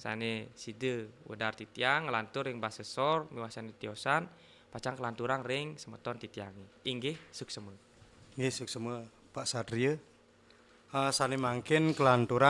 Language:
Balinese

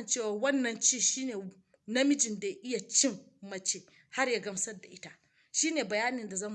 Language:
Hausa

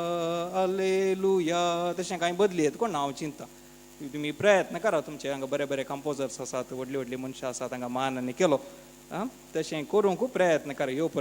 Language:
Konkani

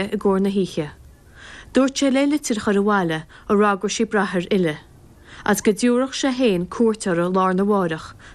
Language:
Irish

